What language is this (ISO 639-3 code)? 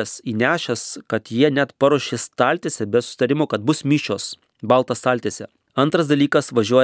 lit